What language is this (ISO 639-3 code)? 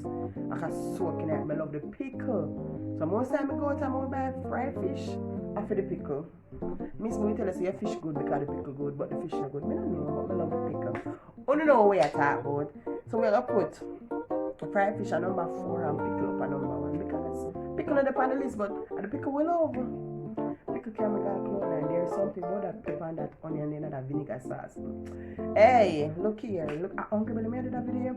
jam